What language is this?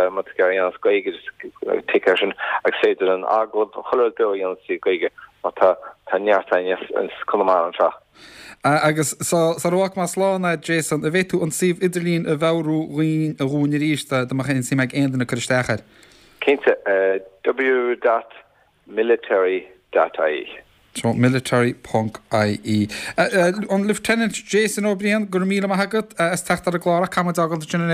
Irish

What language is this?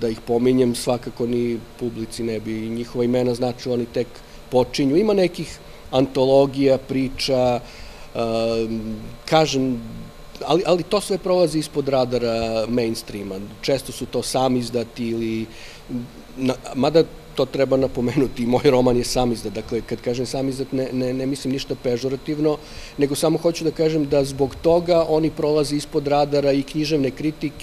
Serbian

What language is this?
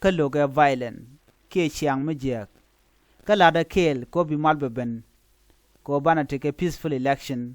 Nuer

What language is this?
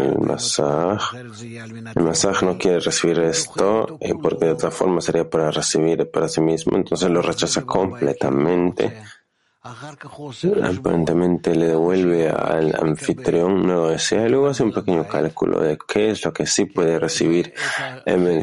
Spanish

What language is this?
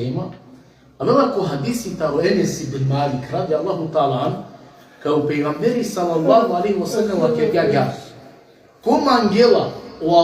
Balkan Romani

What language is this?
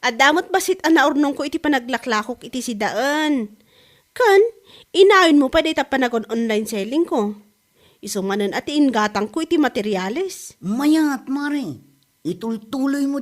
Iloko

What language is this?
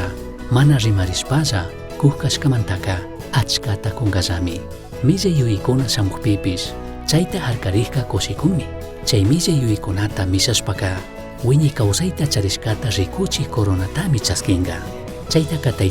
Chimborazo Highland Quichua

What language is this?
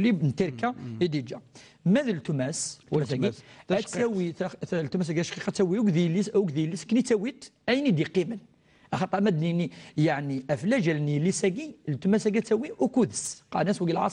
Kabyle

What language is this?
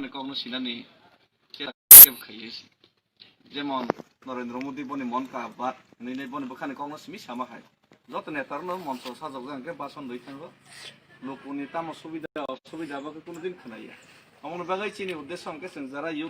Kok Borok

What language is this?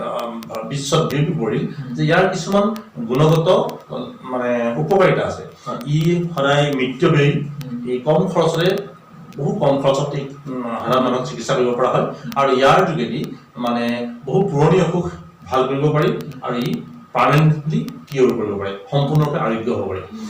Assamese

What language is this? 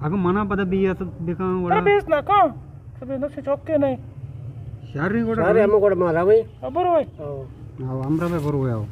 Eastern Balochi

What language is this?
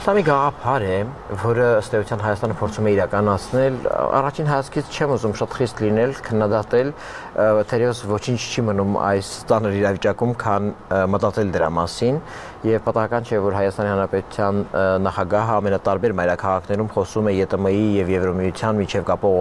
Armenian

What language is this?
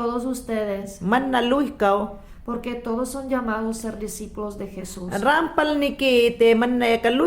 Mayangna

